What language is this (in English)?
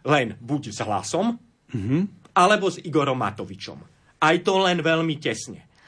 Slovak